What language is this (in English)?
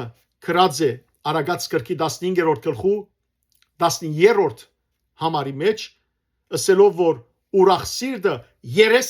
Western Armenian